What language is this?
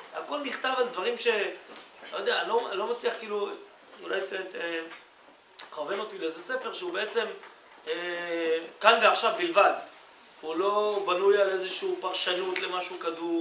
Hebrew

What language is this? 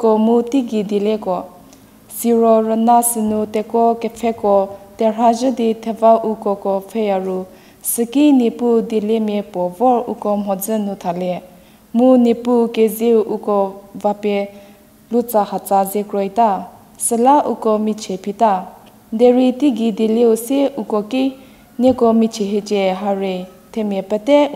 Angami Naga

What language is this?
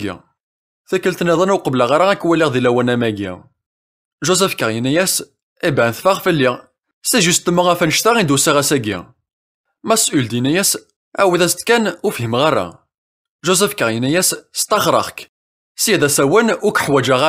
Kabyle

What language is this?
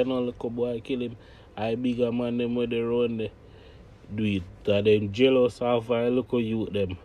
Jamaican Creole English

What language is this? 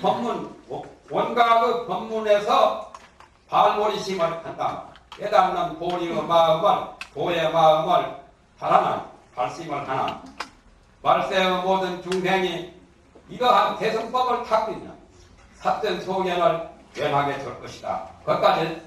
Korean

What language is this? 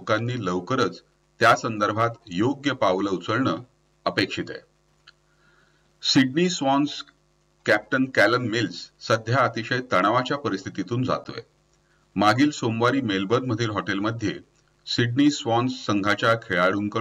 Marathi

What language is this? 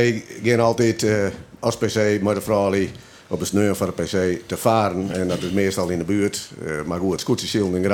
Western Frisian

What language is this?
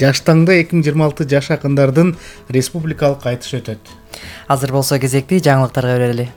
Kyrgyz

